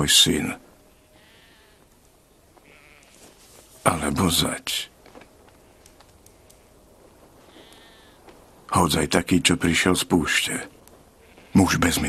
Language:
Slovak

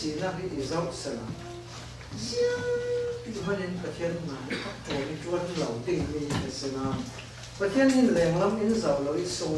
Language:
Falam Chin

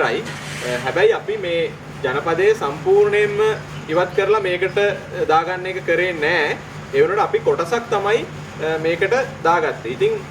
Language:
Sinhala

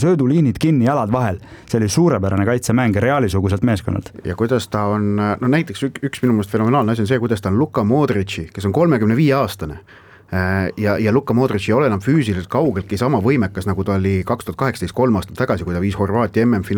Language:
Estonian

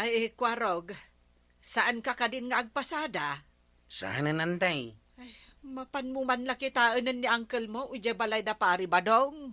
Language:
Iloko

